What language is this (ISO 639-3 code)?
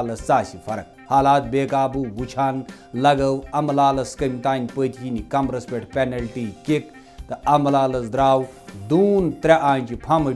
kas